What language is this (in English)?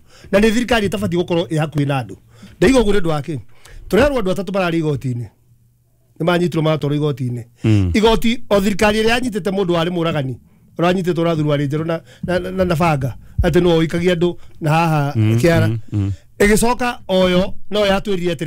Kikuyu